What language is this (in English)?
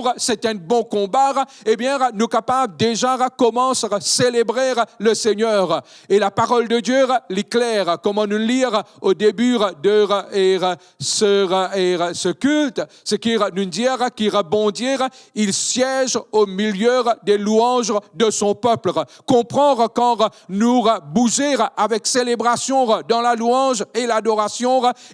Morisyen